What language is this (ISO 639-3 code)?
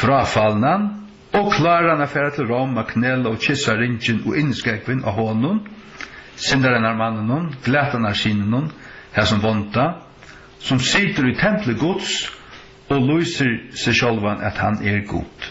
fao